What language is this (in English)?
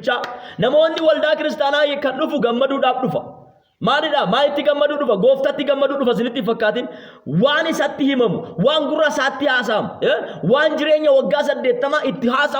Oromo